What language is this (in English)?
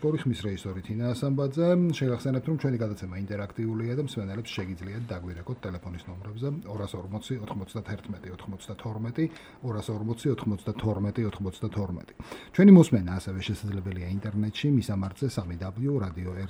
Georgian